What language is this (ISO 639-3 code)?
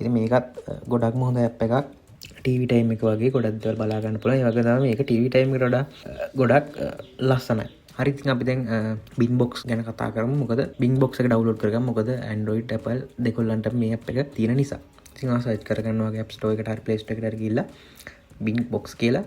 sin